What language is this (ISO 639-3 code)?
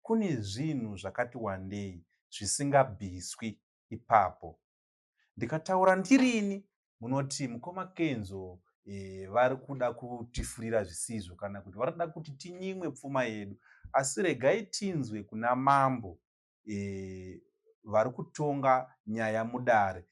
sna